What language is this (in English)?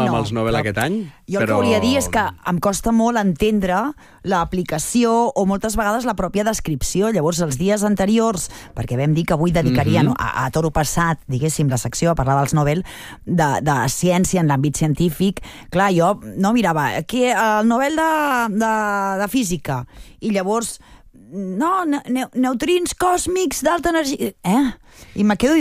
Catalan